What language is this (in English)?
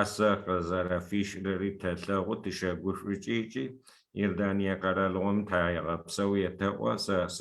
Adyghe